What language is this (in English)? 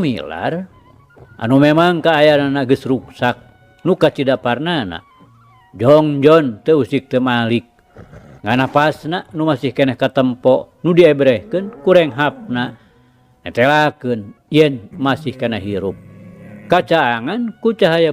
Sundanese